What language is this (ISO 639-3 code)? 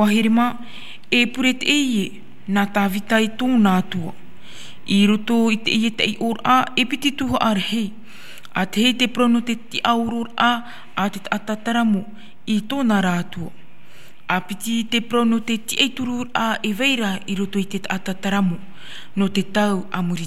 tah